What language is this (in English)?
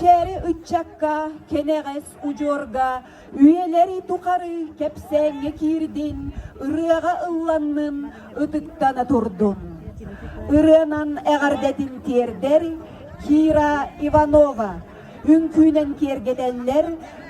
Yakut